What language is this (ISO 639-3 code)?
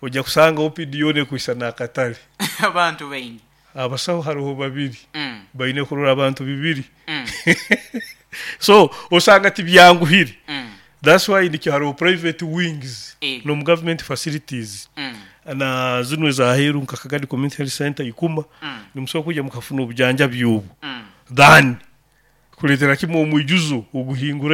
nyo